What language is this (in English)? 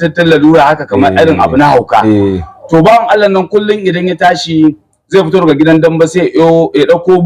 Hausa